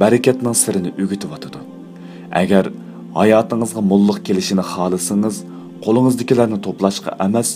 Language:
Uyghur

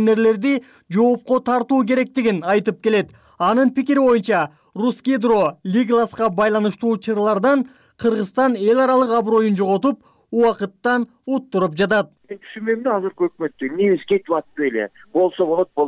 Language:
Kyrgyz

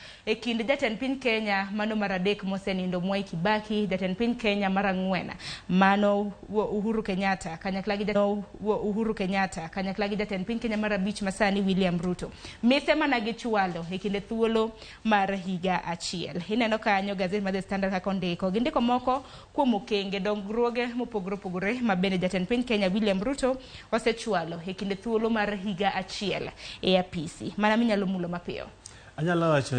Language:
Luo (Kenya and Tanzania)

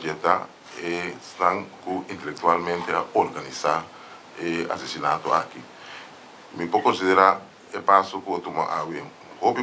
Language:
Papiamento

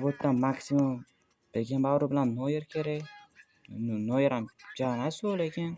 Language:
Uzbek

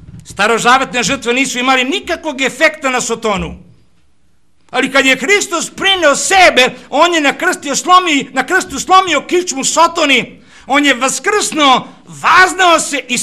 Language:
Serbian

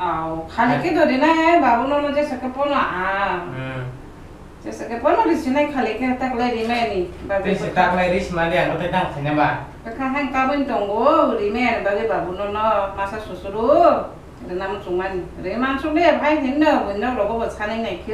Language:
Kok Borok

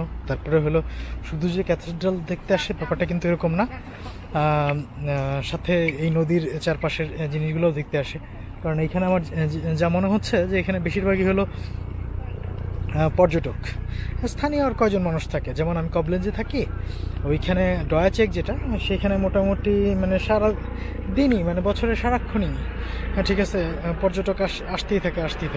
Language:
Bangla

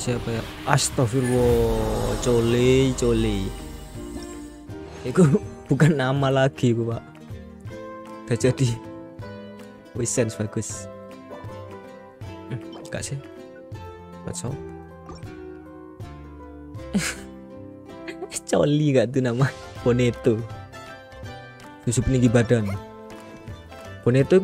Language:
Indonesian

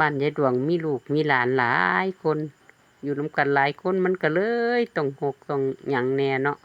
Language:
Lao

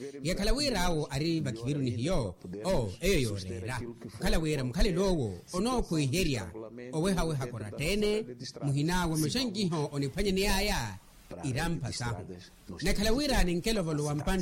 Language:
Makhuwa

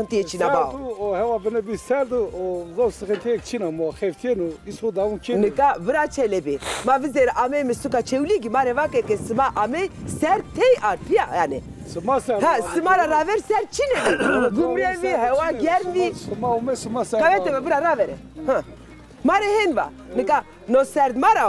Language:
Zaza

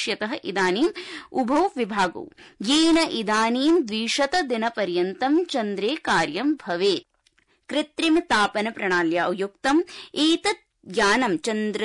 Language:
Sanskrit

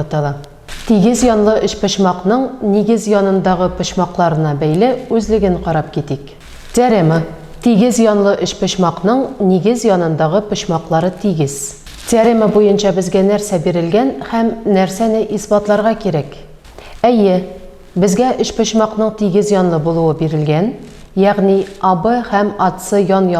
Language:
Tatar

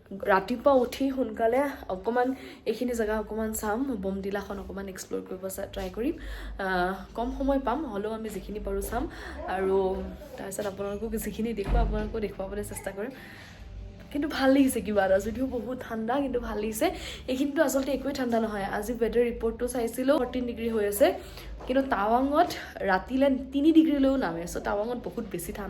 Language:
Assamese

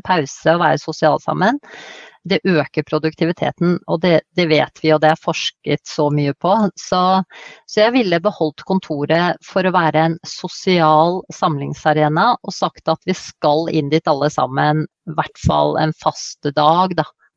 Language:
Norwegian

